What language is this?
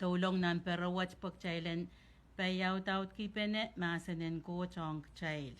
Pohnpeian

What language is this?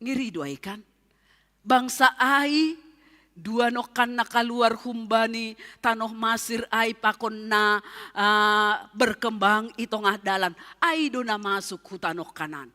Batak Simalungun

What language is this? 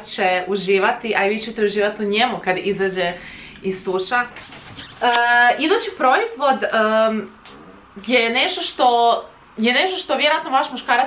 Croatian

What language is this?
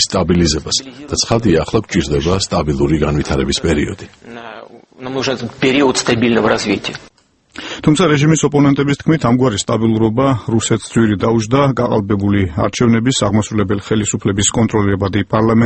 Georgian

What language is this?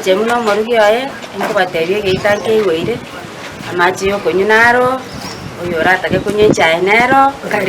Gusii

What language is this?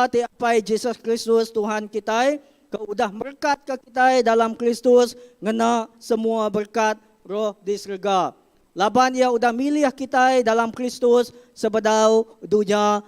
Iban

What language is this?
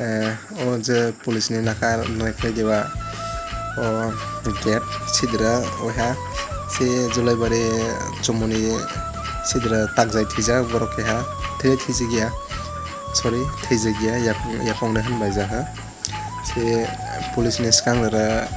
Kok Borok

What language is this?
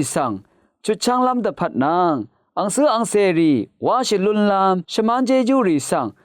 Rawang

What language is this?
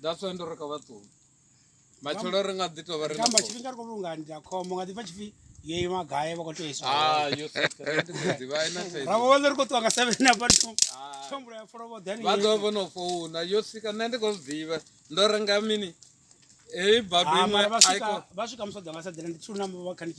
Venda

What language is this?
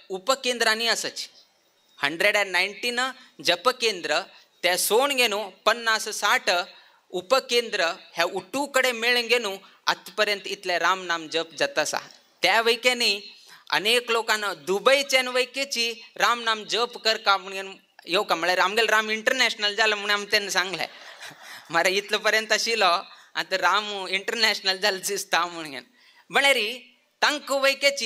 Konkani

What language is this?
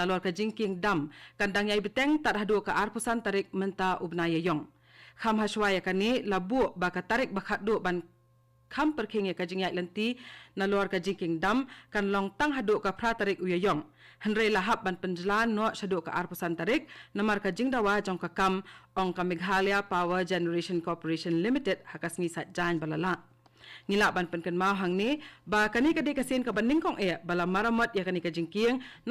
Khasi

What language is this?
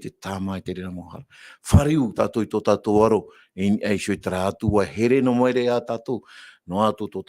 Tahitian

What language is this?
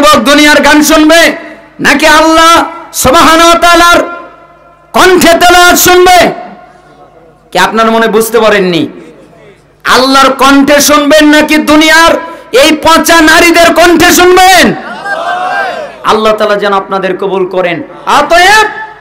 Bangla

